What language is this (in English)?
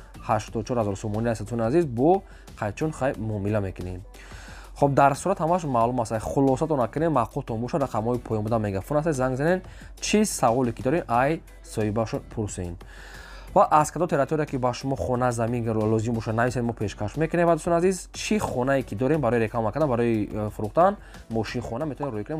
Tajik